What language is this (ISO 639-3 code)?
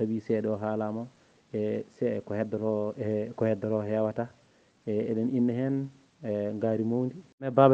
ful